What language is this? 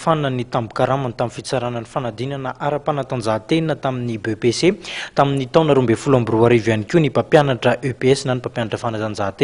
Malagasy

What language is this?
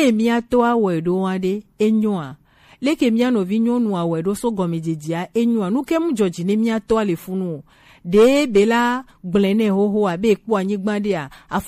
Gen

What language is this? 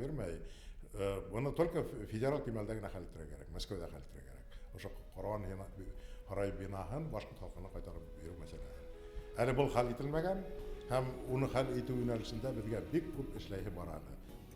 Bashkir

